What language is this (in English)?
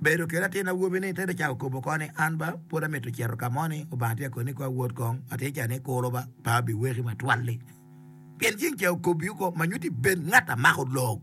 Acoli